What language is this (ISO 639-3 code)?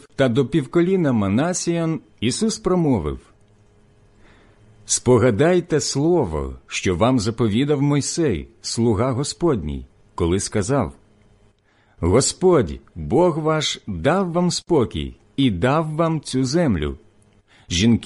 ukr